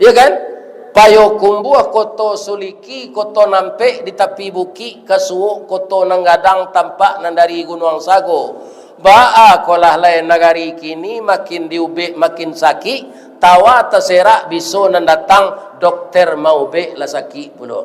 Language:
Minangkabau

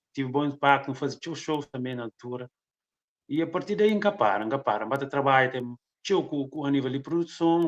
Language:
Kabuverdianu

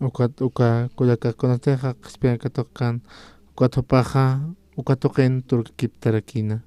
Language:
Aymara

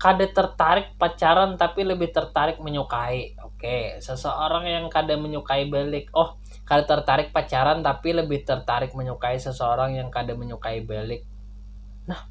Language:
Banjar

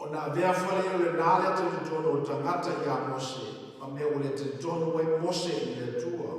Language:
Samoan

